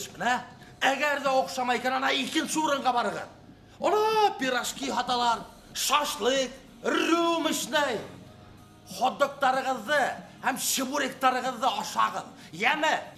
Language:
Bashkir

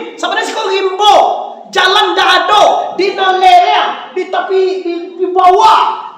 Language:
Minangkabau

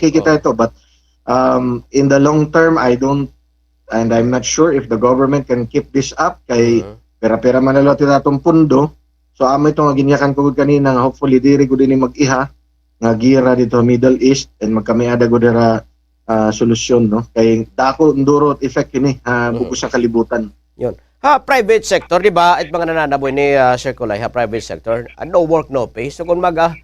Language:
Waray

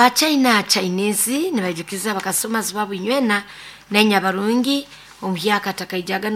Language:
Nyoro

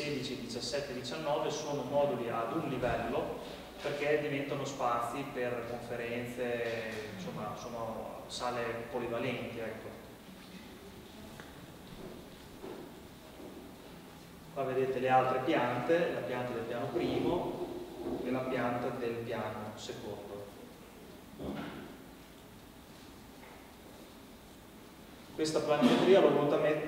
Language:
Italian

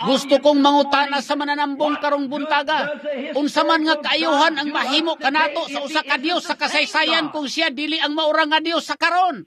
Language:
Cebuano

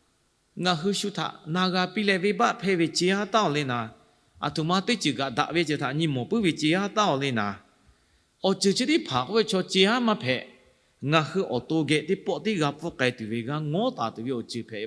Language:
Lahu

